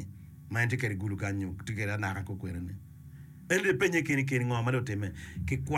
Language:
Acoli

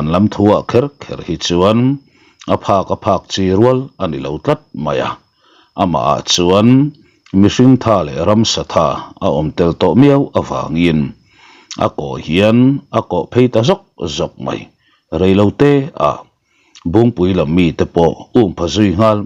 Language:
Mizo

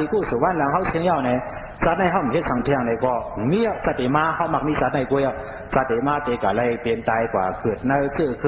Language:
Shan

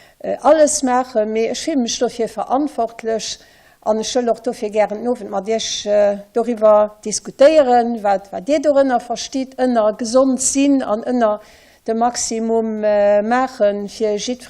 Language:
Luxembourgish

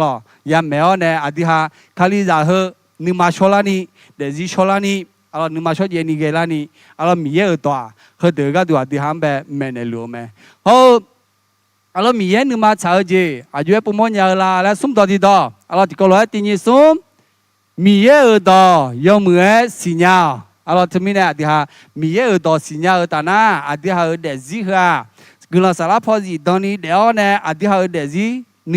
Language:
Akha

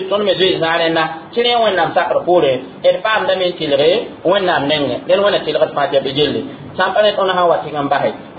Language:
Mossi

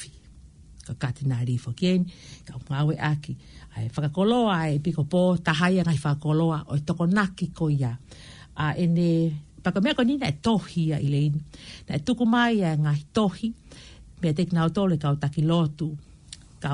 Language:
Tongan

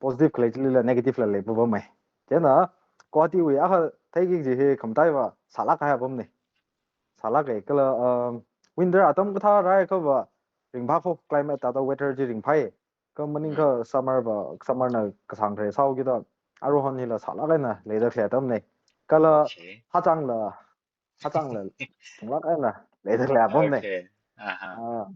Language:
Tangkhul Naga (India)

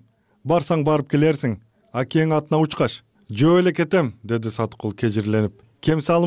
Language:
Kyrgyz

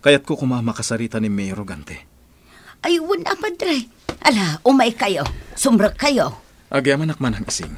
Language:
Iloko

